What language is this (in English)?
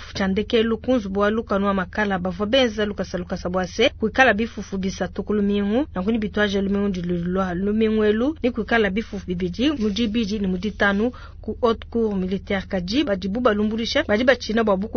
Luba-Lulua